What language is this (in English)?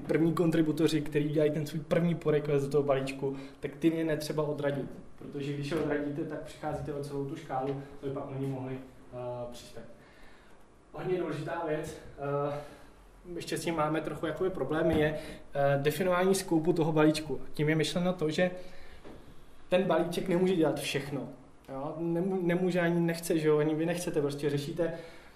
Czech